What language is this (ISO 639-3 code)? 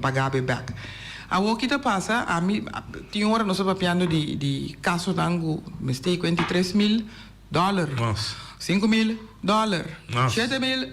pap